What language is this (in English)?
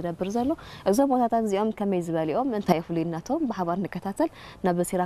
Tigrinya